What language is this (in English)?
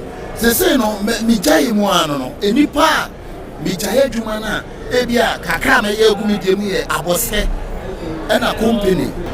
Akan